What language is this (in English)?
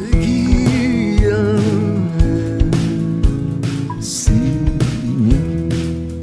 Basque